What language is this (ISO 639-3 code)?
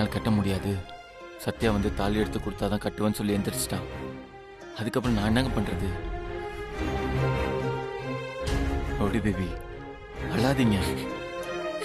tam